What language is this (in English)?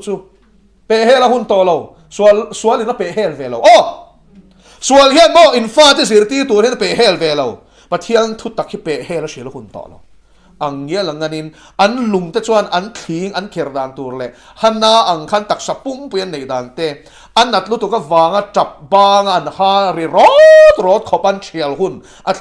Mizo